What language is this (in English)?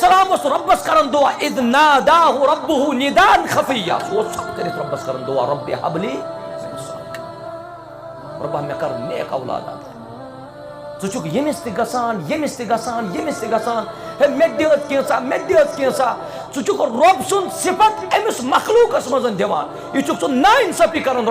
Kashmiri